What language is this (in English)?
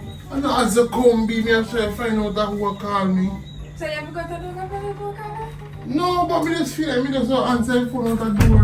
Jamaican Creole English